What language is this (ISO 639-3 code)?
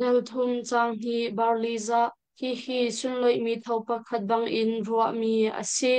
cnh